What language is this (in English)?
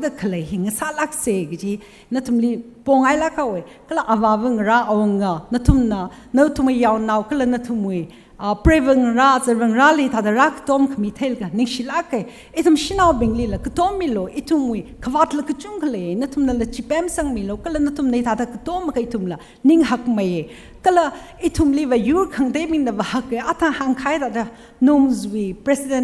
Tangkhul Naga (India)